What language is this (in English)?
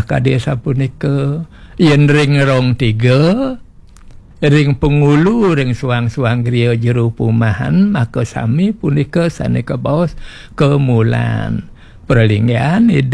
Balinese